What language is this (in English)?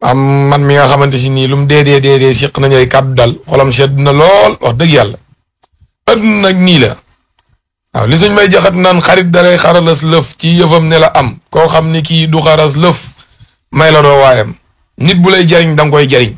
Wolof